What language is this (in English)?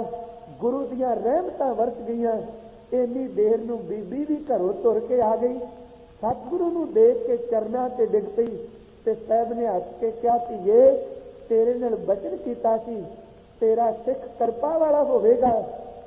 Punjabi